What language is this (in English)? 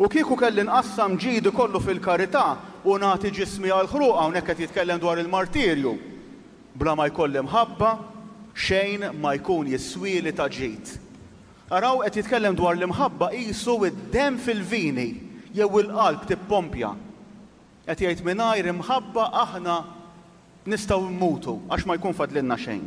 Maltese